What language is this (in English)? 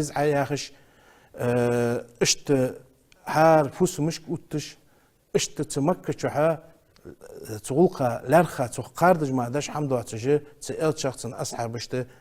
Ingush